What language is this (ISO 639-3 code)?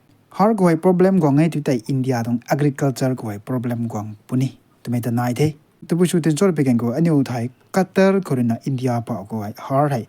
nbu